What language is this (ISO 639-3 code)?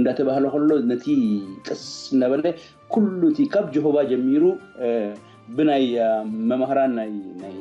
tir